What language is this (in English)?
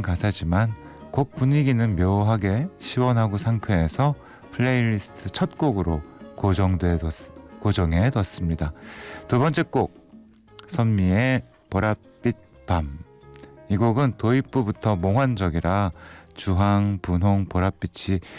Korean